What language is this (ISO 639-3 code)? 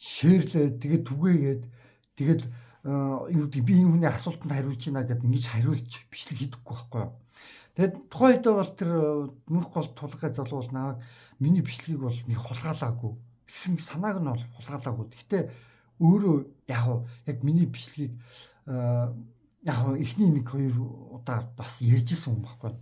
mon